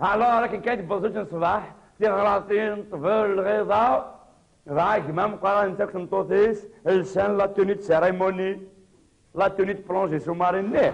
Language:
Kabyle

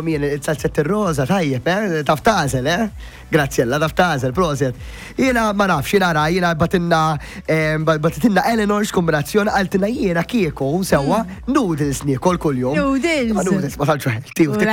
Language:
Maltese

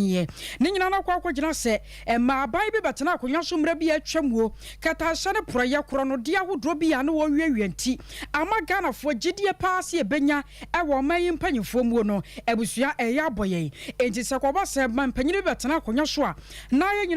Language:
Akan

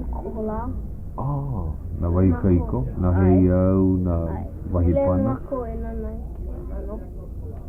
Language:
Hawaiian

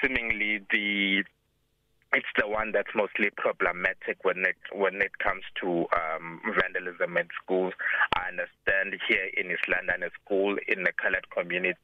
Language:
English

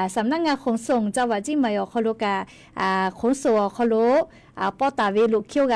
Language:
Lahu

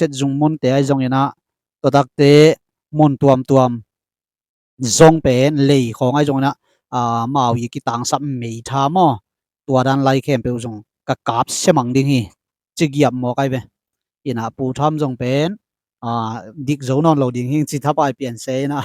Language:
Tedim Chin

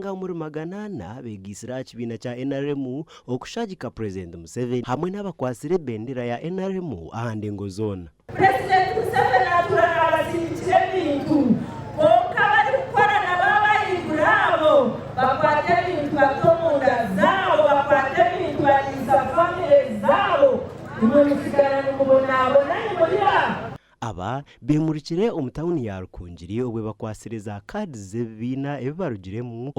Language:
Nyankole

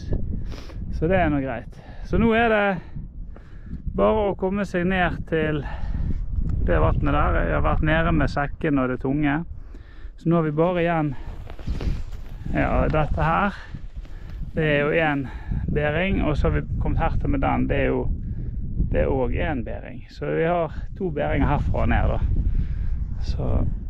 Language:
Norwegian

